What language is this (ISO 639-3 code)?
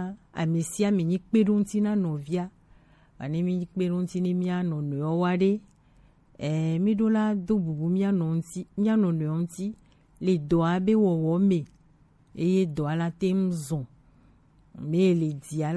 gej